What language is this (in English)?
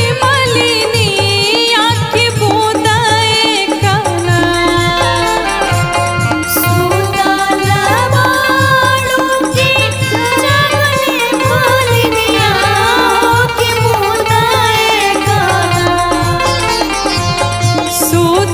Bhojpuri